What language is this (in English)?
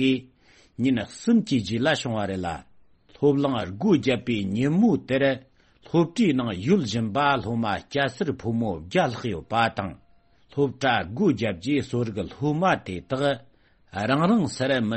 Tibetan